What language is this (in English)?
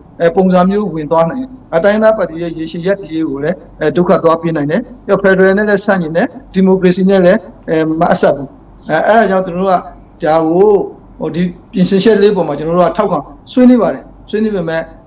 Burmese